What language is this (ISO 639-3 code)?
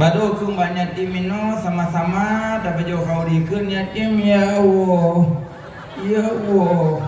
ace